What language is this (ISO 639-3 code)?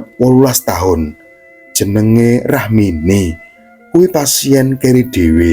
jav